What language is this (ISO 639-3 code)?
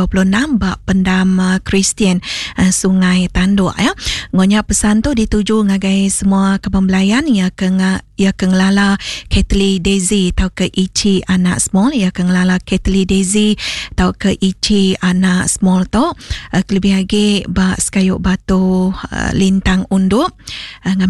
iba